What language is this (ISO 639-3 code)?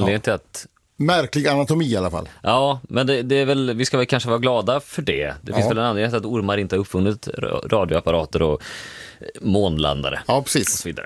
swe